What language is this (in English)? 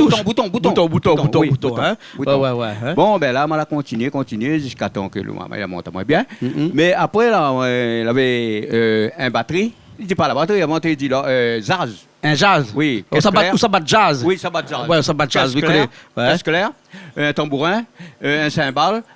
Réunion Creole French